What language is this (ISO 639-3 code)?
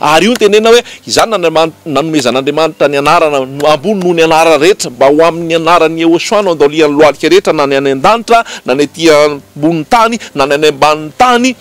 mlg